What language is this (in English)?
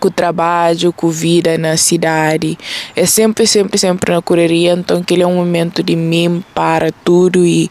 Kabuverdianu